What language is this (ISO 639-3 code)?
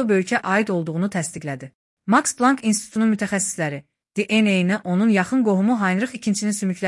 aze